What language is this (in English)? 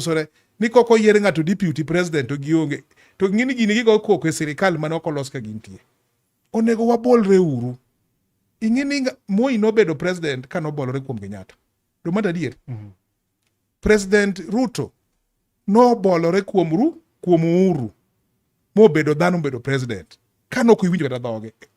Luo (Kenya and Tanzania)